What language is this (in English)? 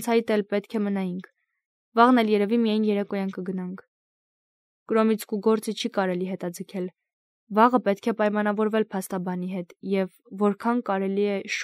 Armenian